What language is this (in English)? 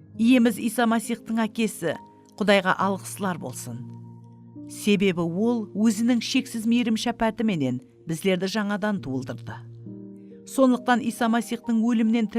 Kara-Kalpak